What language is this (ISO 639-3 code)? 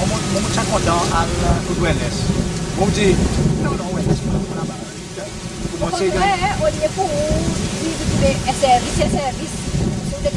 crs